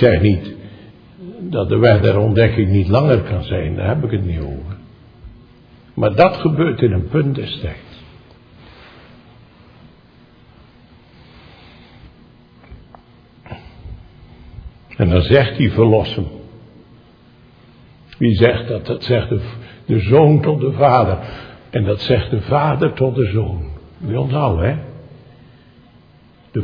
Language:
Dutch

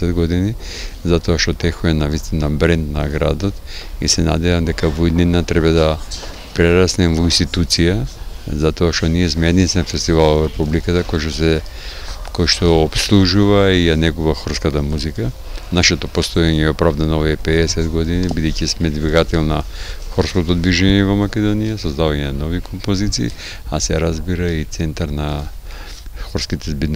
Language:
Macedonian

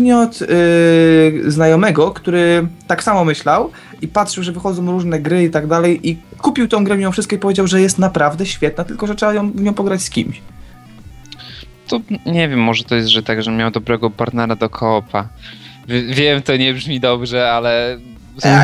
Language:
Polish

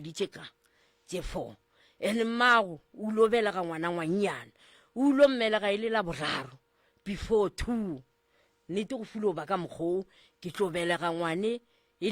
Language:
Northern Sotho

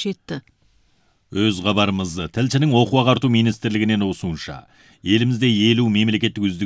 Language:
Kazakh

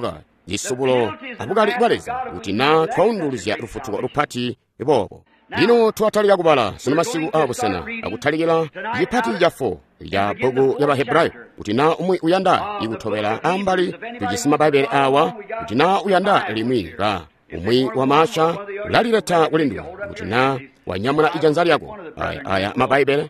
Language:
Tonga (Zambia)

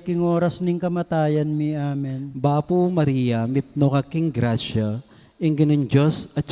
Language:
Pampanga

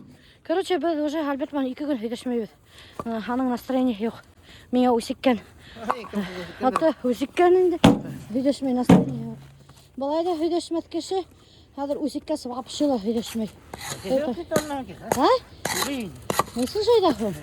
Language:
Bashkir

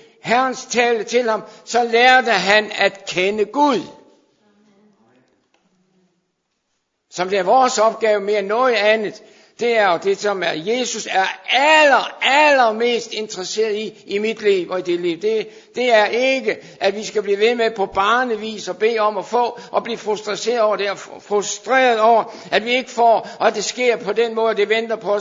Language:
Danish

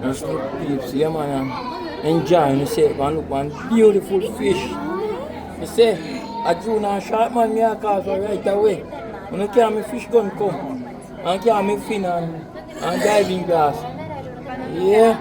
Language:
Jamaican Creole English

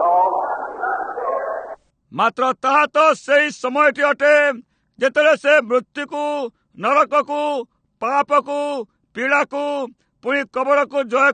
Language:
Odia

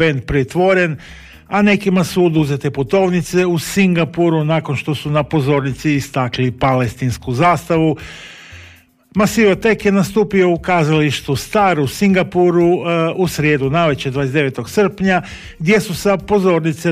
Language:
Croatian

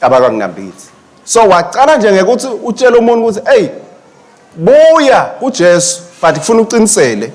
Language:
Swati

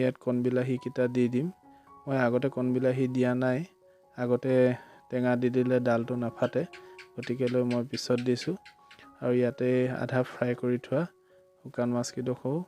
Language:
Assamese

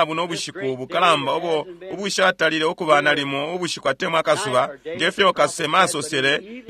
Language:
Bemba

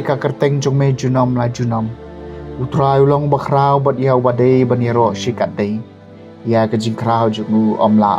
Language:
Khasi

